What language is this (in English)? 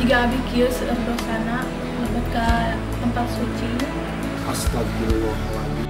Sundanese